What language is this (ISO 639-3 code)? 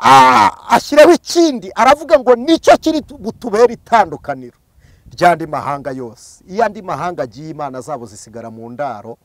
kin